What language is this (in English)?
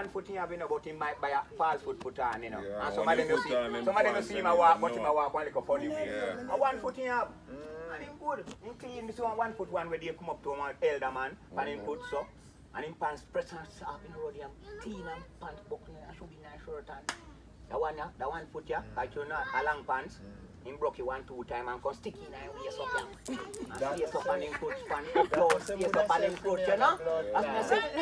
Jamaican Creole English